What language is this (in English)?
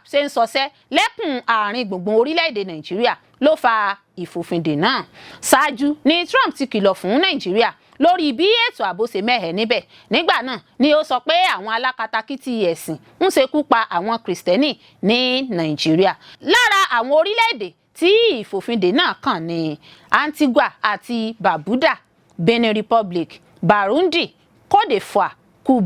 Yoruba